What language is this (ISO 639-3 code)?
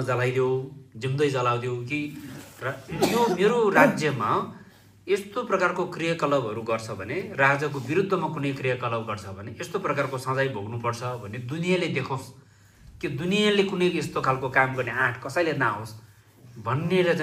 nep